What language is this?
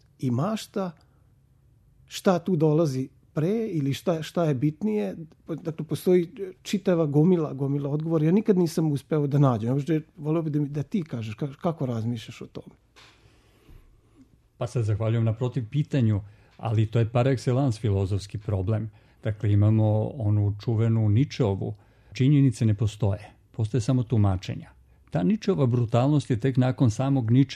Serbian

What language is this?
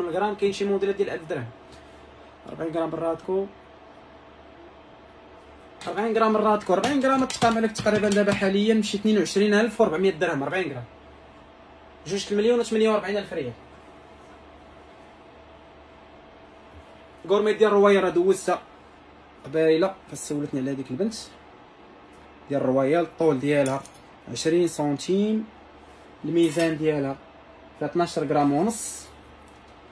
Moroccan Arabic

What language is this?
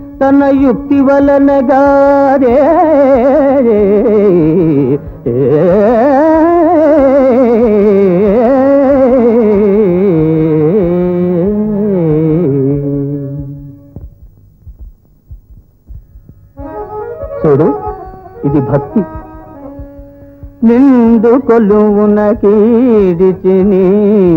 Telugu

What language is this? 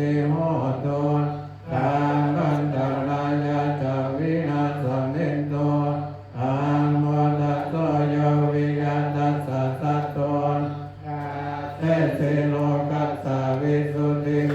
Pali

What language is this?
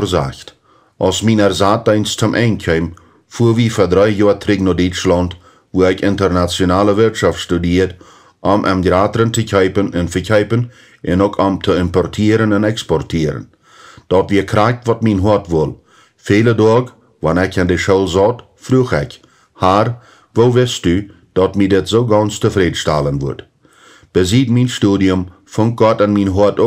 Plautdietsch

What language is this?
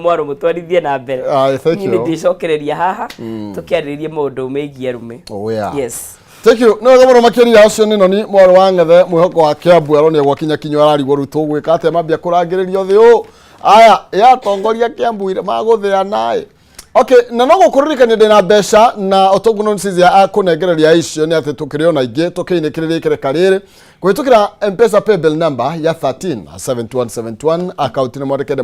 Kikuyu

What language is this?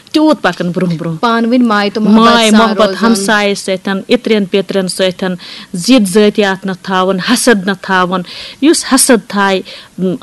Kashmiri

